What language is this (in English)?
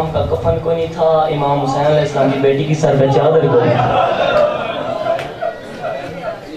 Urdu